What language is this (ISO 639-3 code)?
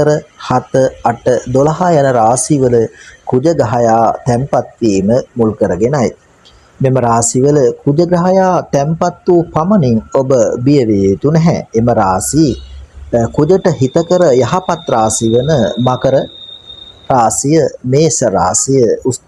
sin